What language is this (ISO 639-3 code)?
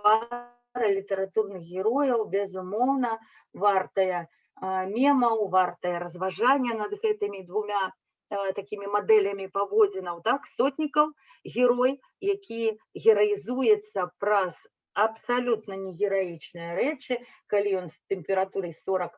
bel